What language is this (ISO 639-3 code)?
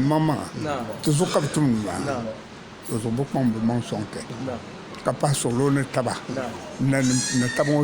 dag